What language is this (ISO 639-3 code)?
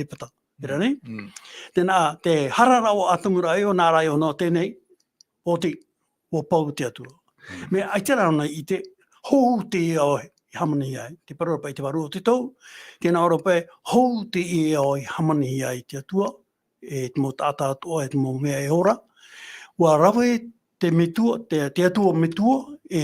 tah